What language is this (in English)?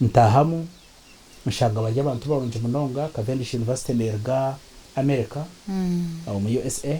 Nyankole